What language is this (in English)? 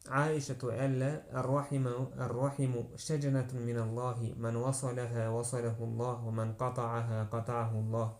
Chechen